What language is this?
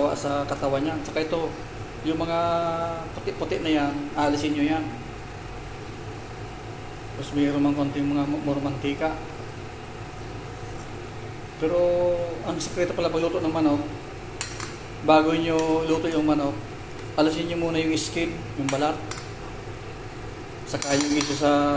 Filipino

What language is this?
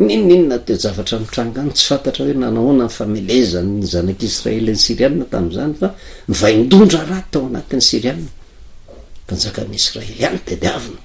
Malagasy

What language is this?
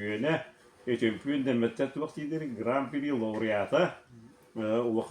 Yakut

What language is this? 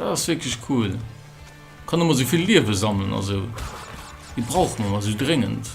Luxembourgish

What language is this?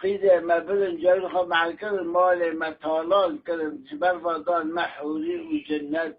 Kurdish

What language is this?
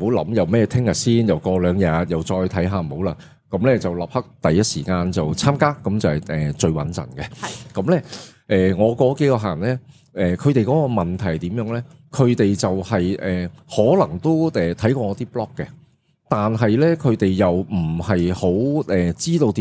Cantonese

